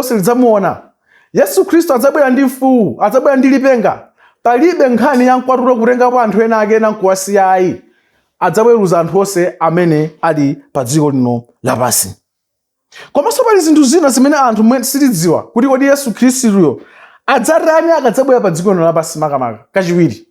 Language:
Nyanja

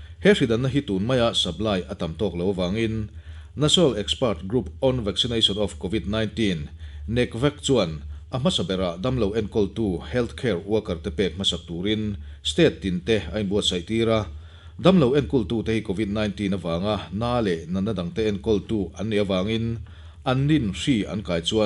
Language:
Mizo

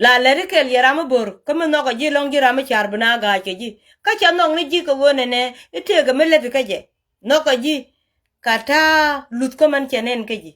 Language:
Nuer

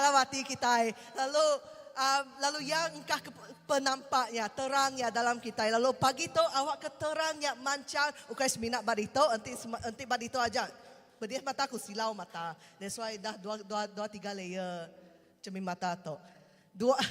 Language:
Iban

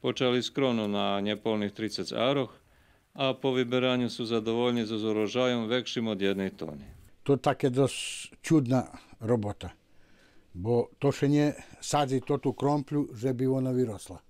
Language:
Rusyn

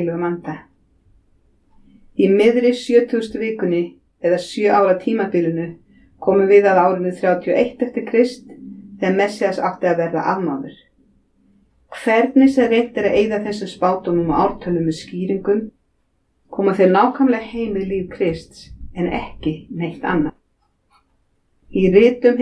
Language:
Icelandic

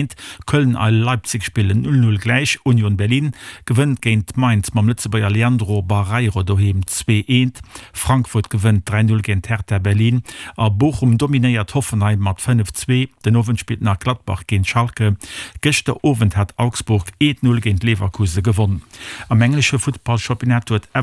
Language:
Luxembourgish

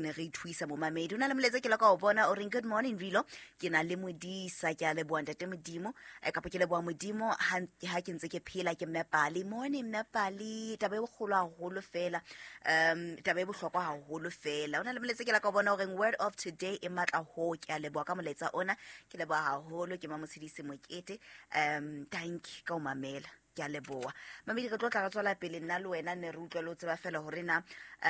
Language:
Southern Sotho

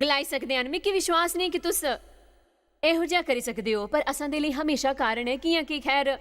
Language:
Dogri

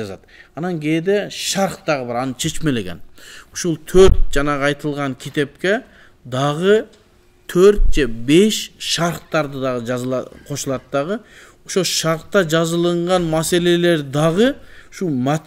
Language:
Kyrgyz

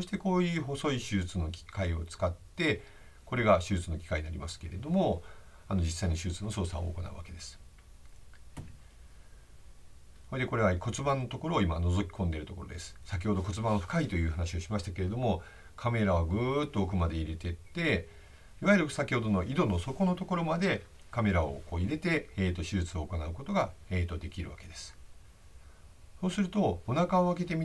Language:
Japanese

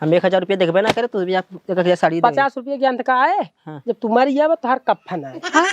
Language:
Awadhi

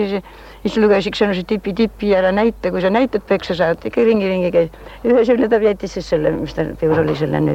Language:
Estonian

